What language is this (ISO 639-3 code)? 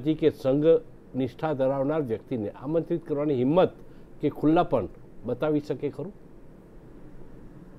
guj